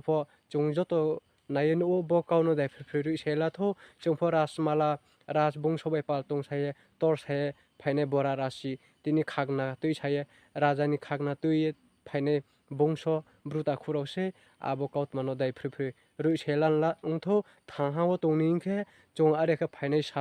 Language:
Riang (India)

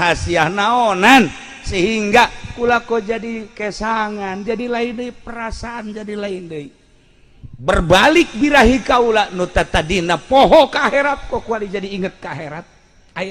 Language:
Sundanese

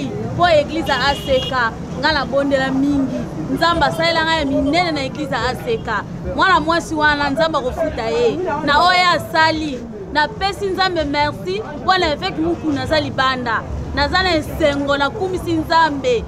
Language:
Lingala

